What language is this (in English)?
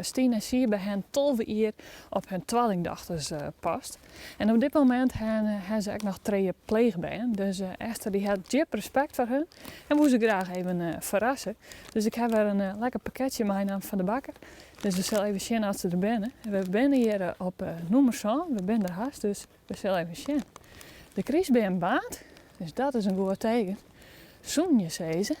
Western Frisian